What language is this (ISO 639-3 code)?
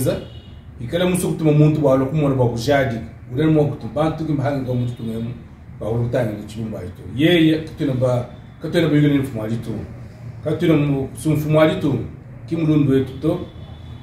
lua